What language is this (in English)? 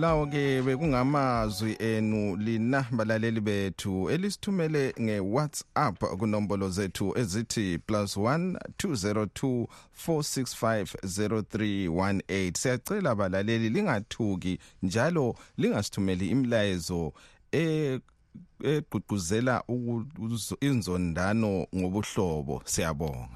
North Ndebele